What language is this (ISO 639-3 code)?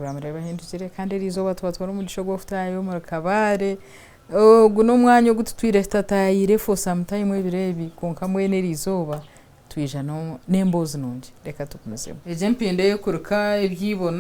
nyn